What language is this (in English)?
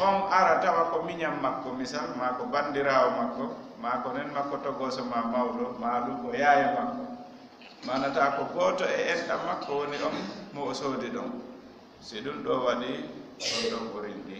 Fula